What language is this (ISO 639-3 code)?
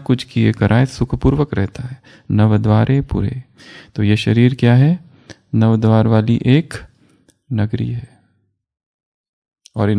hin